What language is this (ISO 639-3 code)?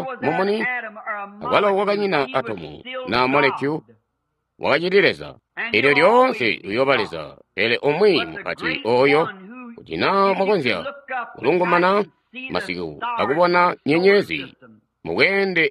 toi